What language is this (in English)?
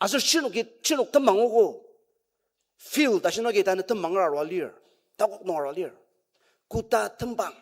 Ao Naga